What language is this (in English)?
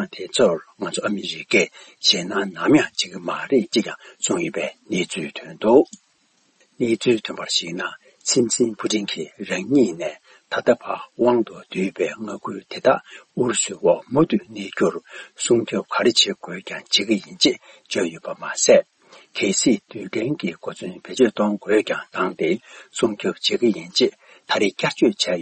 Tibetan